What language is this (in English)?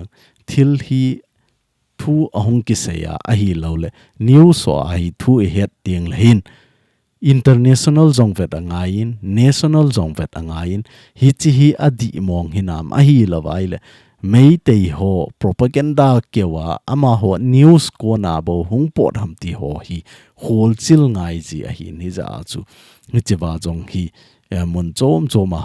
Thado Chin